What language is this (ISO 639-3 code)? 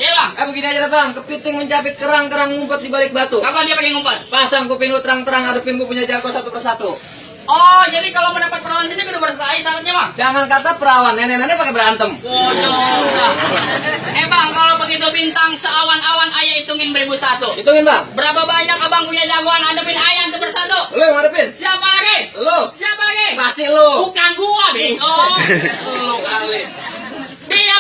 bew